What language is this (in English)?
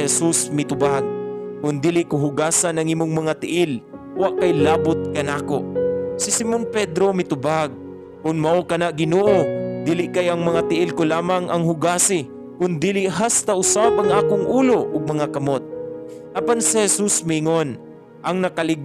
Cebuano